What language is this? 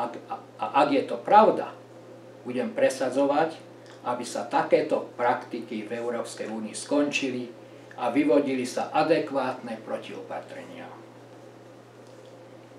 Slovak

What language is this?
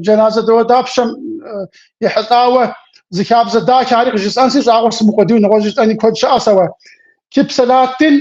Kabardian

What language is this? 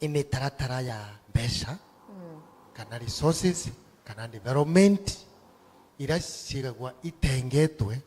Meru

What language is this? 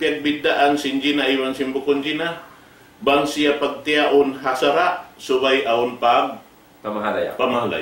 Tausug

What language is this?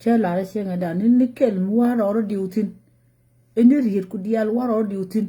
Nuer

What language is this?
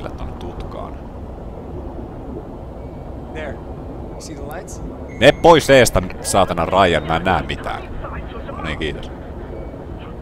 Finnish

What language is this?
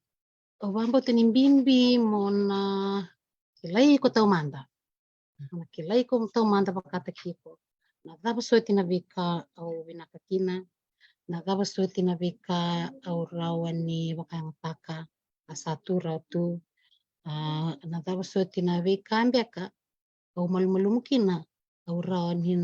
Fijian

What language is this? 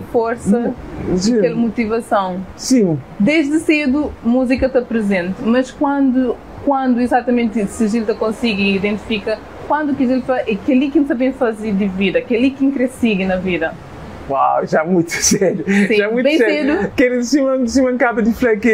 Kabuverdianu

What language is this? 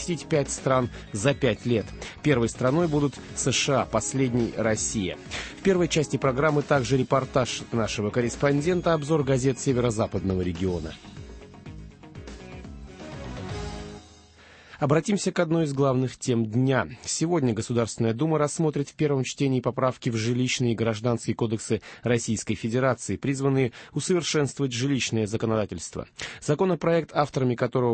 Russian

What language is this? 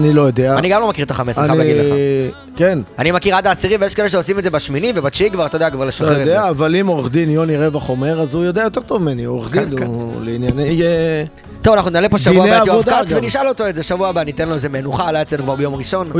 Hebrew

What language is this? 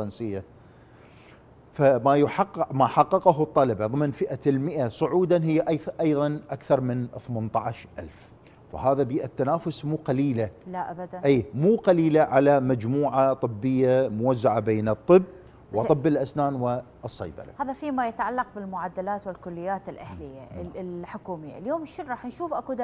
Arabic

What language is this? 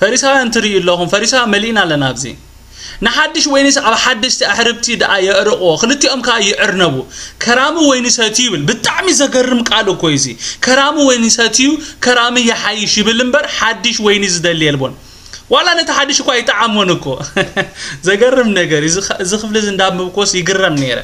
Tigrinya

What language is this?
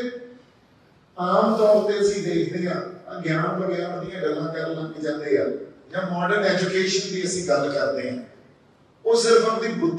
Punjabi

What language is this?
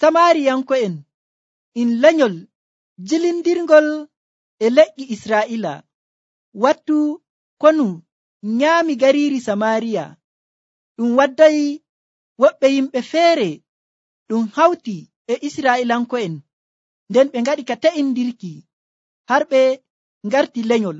Nigerian Fulfulde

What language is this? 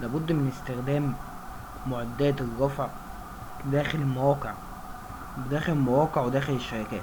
Egyptian Arabic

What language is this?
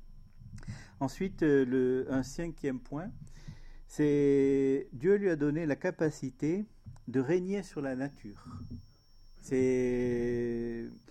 French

